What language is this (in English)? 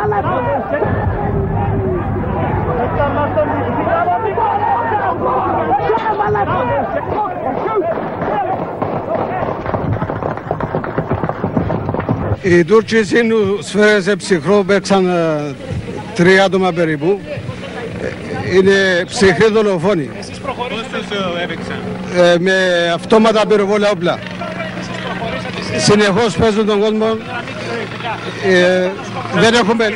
Greek